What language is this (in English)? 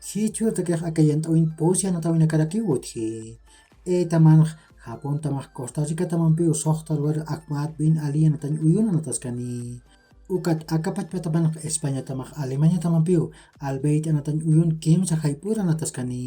Aymara